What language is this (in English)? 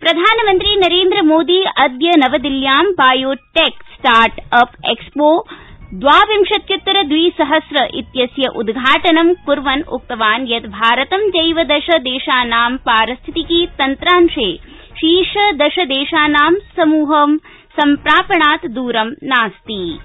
Sanskrit